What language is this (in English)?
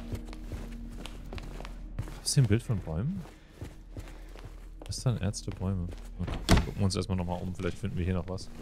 German